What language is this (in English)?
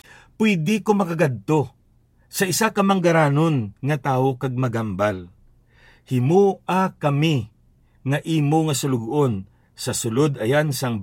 Hiligaynon